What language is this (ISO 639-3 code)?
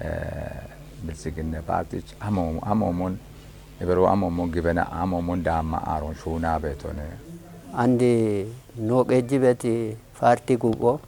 kbr